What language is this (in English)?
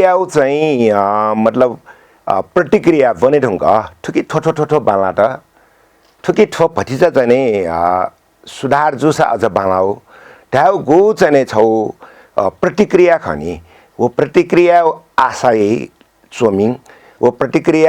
Newari